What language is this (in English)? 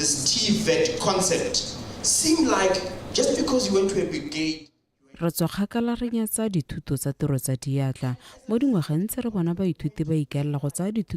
Tswana